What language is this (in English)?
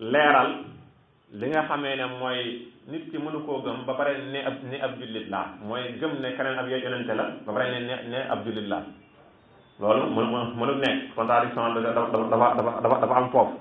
Wolof